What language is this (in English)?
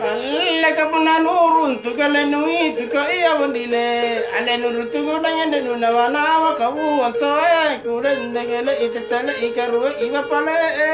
Makasar